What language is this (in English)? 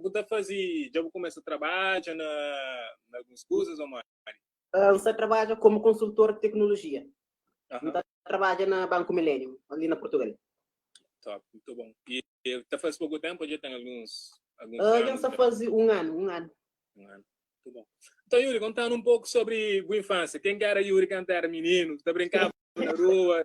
Kabuverdianu